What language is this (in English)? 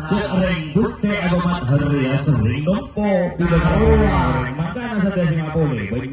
Madurese